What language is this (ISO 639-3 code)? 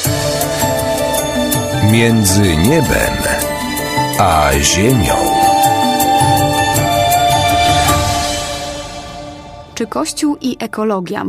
pol